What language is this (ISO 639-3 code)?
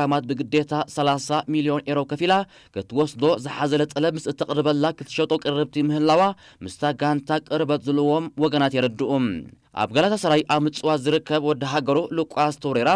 tir